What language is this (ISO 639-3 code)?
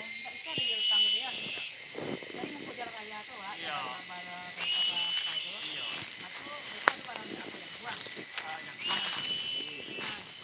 min